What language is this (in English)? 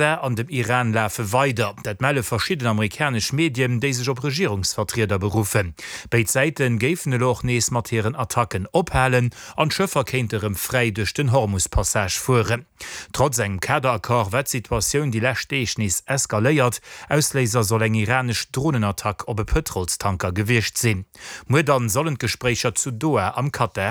Luxembourgish